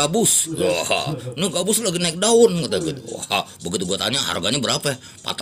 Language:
Betawi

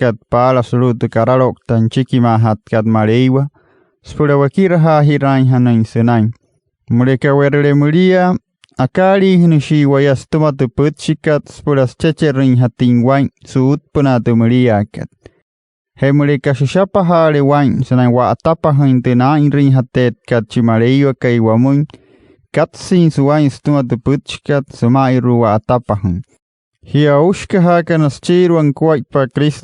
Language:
Wayuu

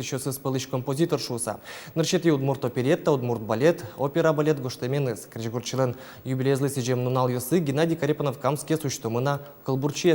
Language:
Udmurt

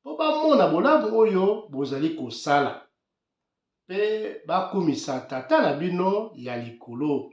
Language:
Lingala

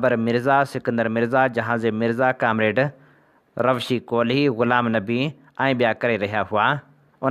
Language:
Sindhi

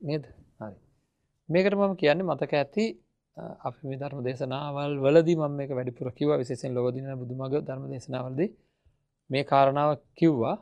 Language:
Sinhala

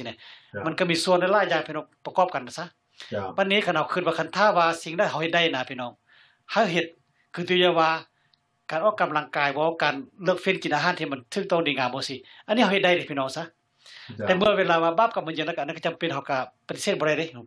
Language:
Lao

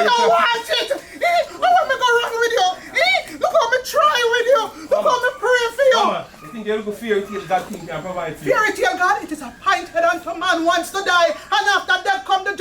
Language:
Jamaican Creole English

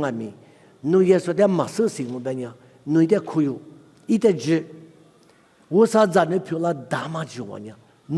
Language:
Lisu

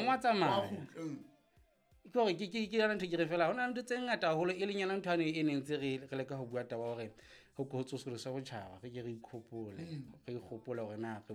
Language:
Southern Sotho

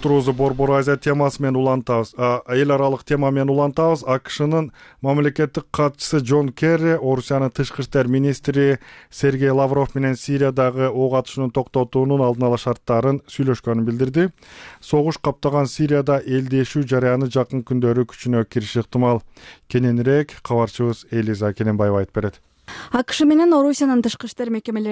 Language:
Kyrgyz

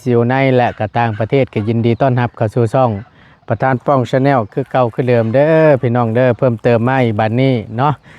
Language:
Lao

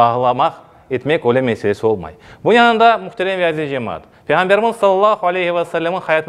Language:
Crimean Tatar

